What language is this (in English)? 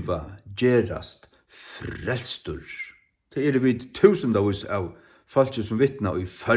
Faroese